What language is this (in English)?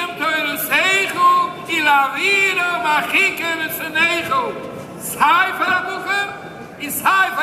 Yiddish